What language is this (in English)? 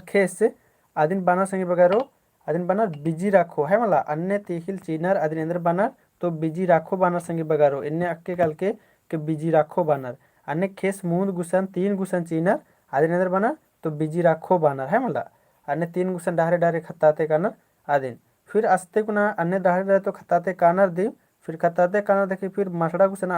Kurukh